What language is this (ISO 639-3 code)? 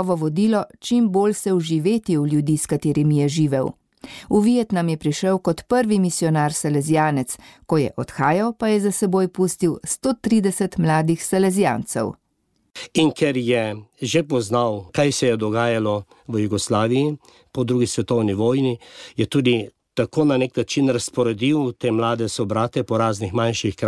slv